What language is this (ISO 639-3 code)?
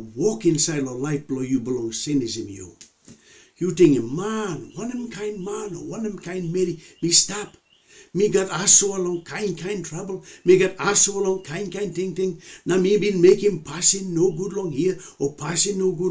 tpi